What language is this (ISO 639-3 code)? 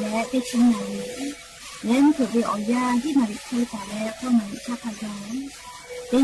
lhu